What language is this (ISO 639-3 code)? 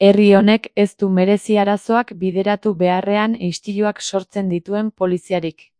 eus